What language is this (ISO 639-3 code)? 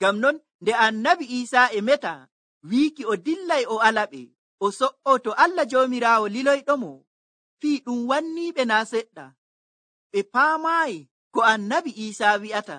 fuv